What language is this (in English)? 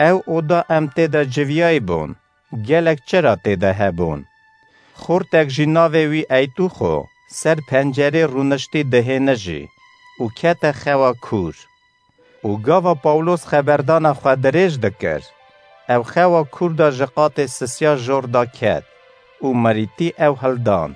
Kurdish